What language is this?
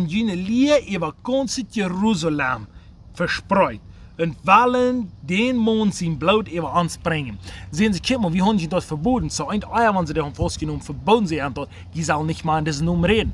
Plautdietsch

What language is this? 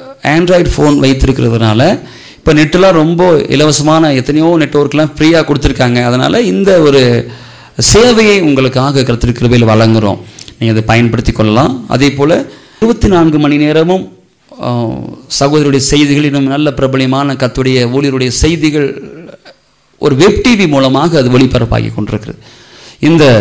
Tamil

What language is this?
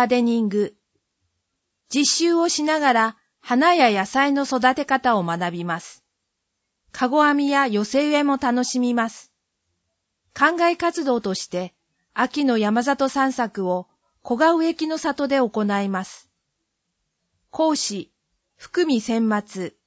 Japanese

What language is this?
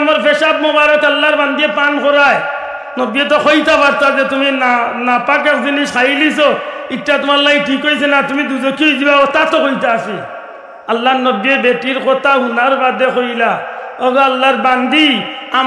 Sylheti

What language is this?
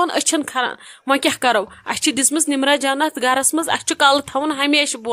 Kashmiri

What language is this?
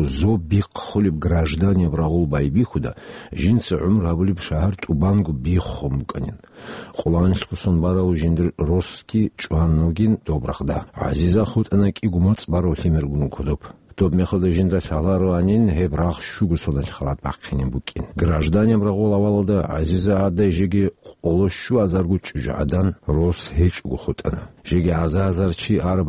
Avaric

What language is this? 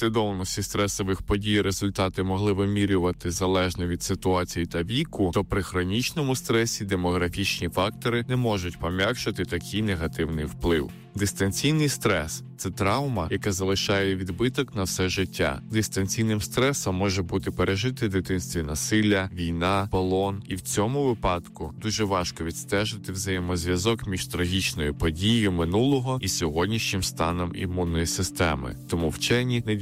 Ukrainian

